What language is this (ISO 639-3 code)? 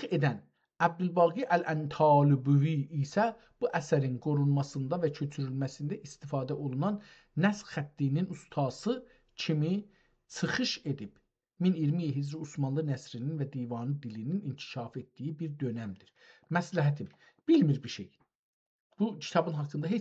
azb